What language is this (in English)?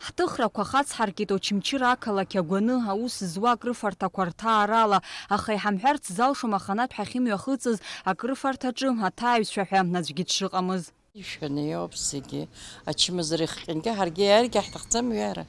Abkhazian